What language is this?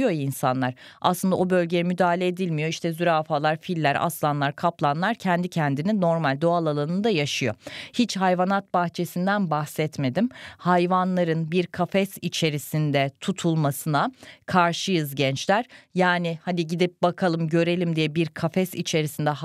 Turkish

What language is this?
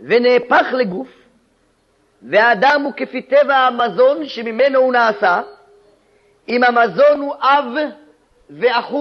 Hebrew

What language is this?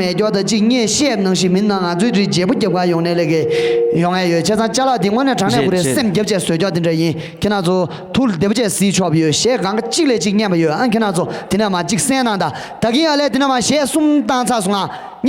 Tibetan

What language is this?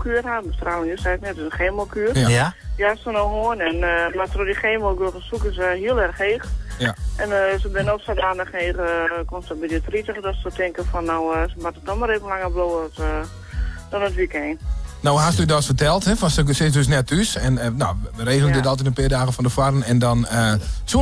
Western Frisian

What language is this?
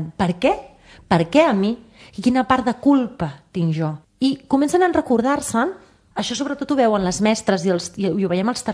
Catalan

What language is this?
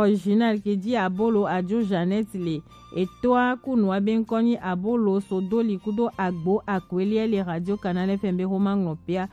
Gen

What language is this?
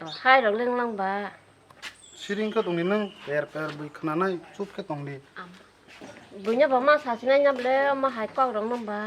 Kok Borok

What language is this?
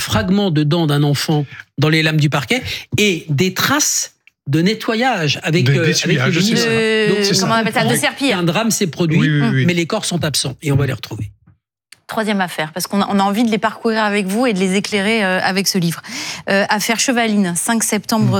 French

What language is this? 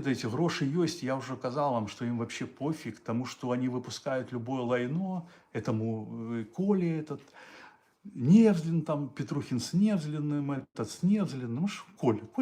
Belarusian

